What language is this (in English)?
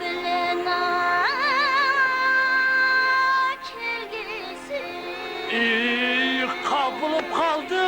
Kara-Kalpak